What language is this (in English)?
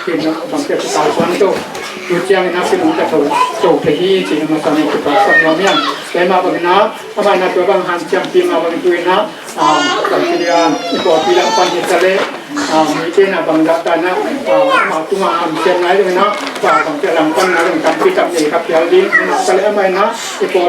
Tedim Chin